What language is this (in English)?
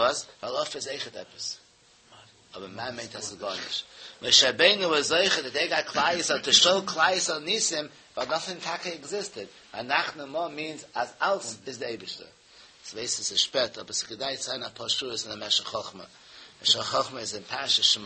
Yiddish